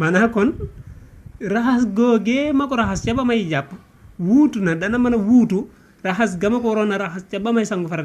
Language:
Wolof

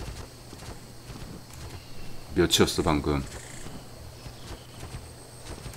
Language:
Korean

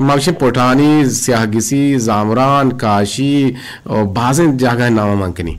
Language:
Eastern Balochi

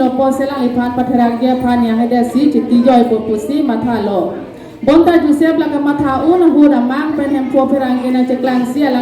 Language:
Karbi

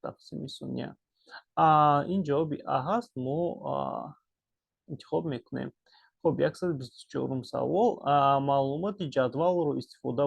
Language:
Tajik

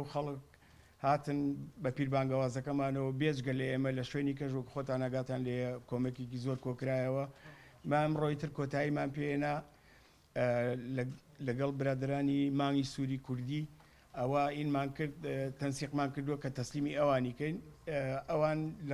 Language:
Central Kurdish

